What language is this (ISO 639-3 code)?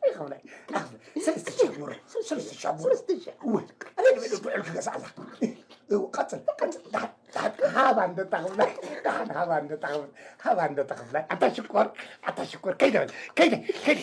tir